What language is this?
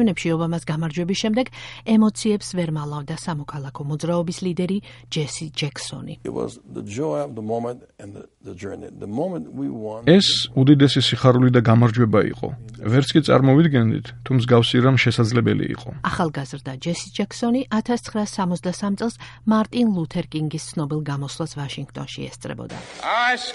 Georgian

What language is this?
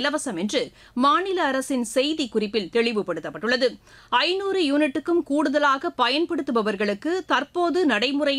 Tamil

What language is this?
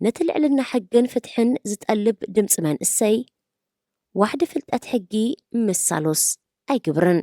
Tigrinya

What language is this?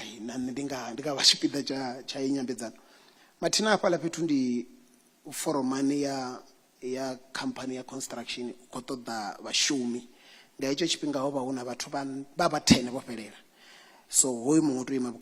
Venda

